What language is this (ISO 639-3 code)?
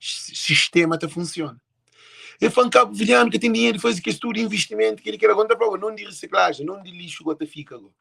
kea